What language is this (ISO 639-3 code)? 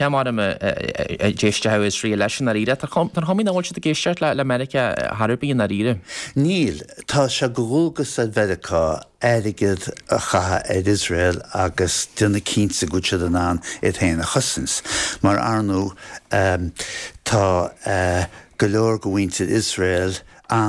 gle